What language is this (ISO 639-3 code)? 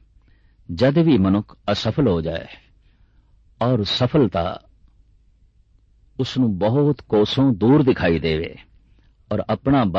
pan